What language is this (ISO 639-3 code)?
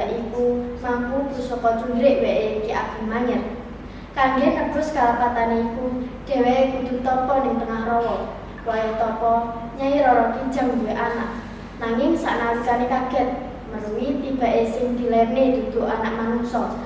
jav